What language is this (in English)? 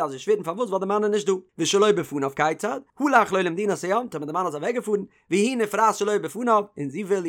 Yiddish